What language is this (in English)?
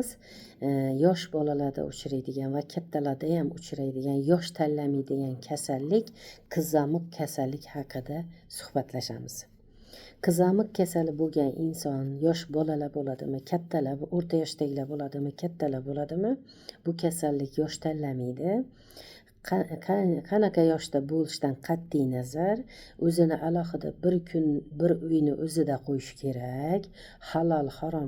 Uzbek